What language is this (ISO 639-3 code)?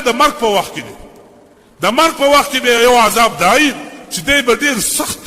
pus